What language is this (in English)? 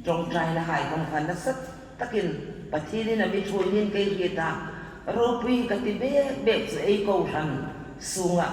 Hmar